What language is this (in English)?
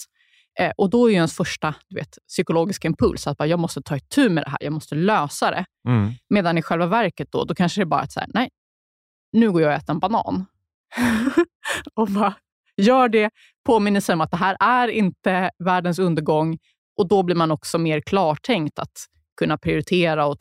Swedish